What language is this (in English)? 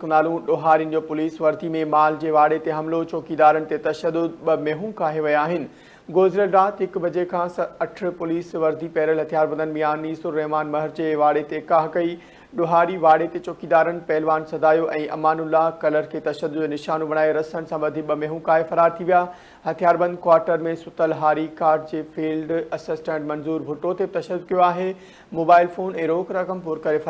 Sindhi